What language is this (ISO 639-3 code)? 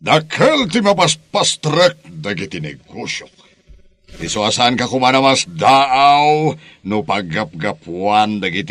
ilo